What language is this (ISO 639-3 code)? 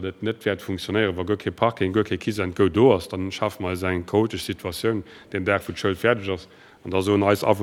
ltz